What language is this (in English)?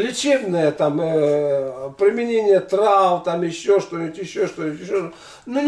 Russian